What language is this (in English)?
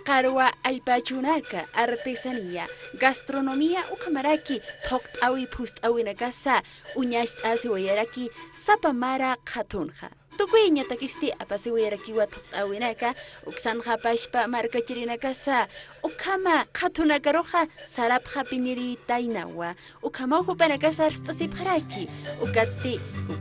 Aymara